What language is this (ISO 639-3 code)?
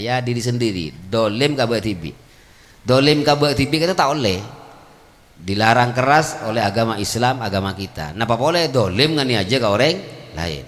mad